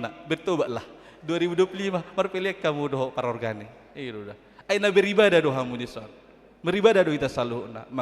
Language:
Batak Toba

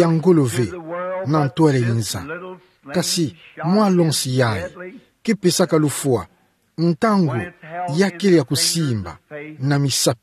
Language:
Kituba (Democratic Republic of Congo)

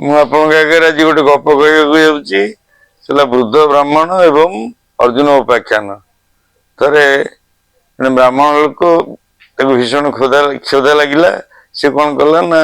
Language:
Odia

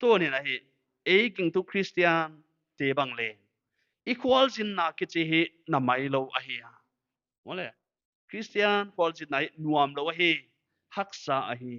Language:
Paite Chin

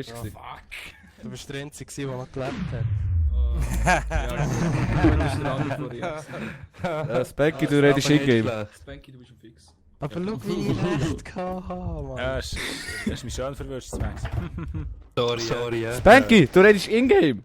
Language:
Swiss German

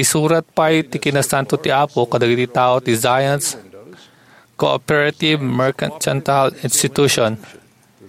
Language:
Iloko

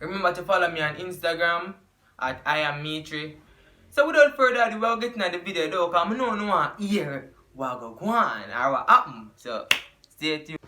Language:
Jamaican Creole English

